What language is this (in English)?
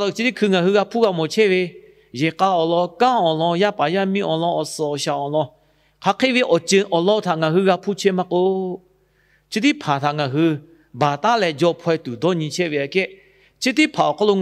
Lahu